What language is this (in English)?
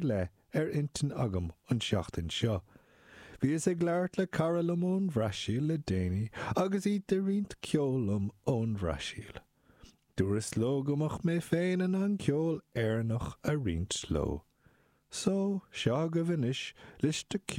Irish